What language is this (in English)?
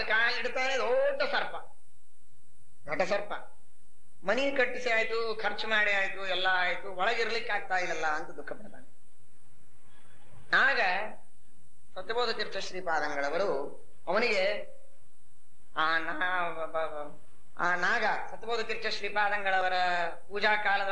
Kannada